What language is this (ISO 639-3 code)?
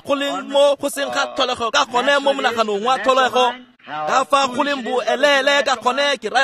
tsn